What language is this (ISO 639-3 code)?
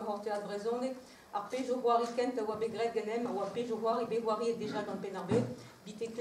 bre